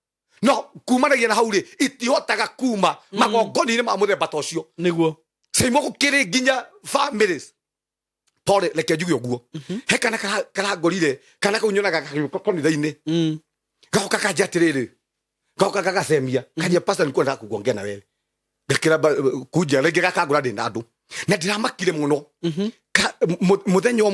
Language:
Kikuyu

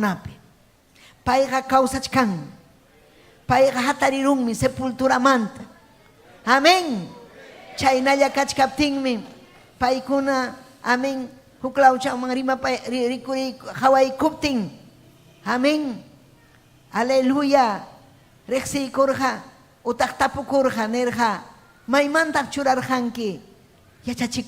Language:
Ayacucho Quechua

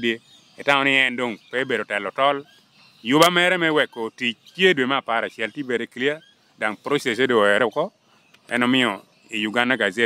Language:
Lango (Uganda)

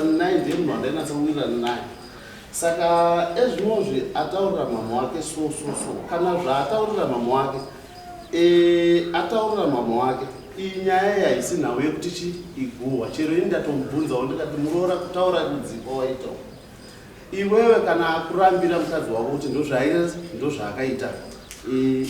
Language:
Shona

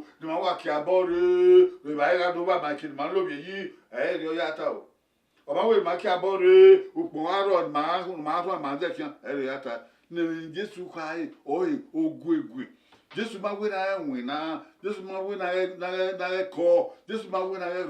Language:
Bini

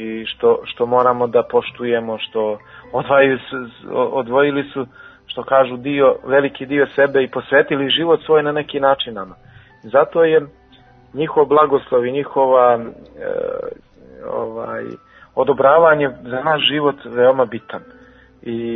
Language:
Serbian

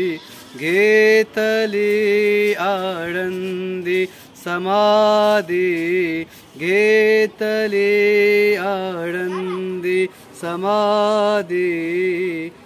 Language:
Marathi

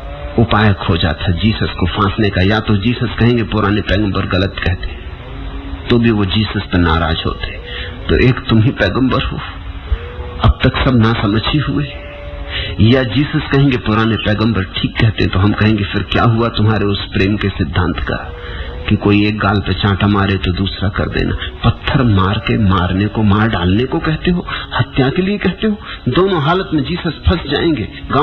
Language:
Hindi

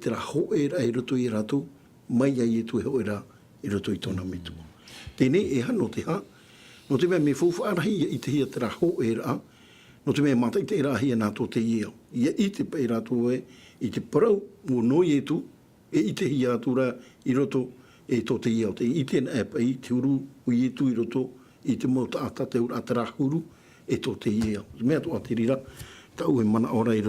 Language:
Tahitian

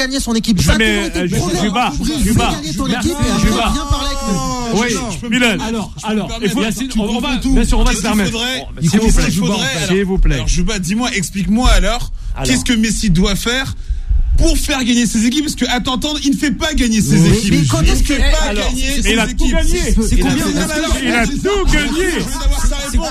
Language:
French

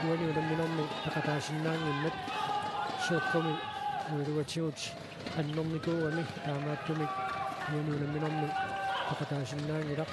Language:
Kalaallisut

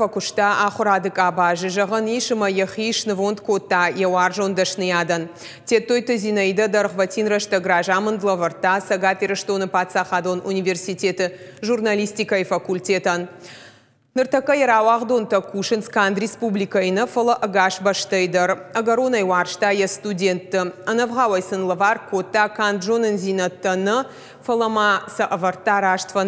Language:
Ossetic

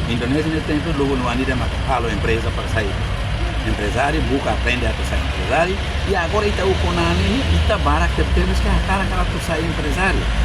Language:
Tetum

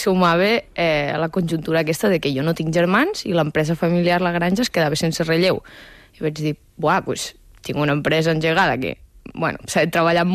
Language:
Catalan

